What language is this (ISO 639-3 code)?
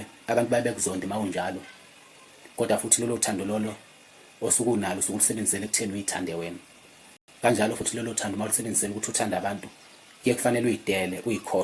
zul